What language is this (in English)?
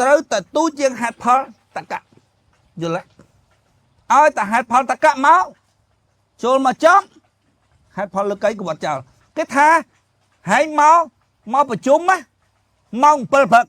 Khmer